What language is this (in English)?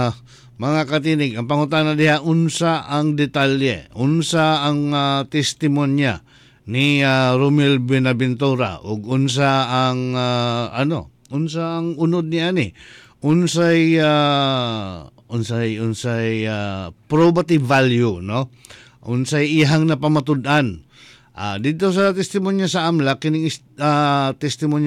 Cebuano